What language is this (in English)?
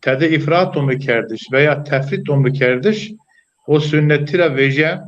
Zaza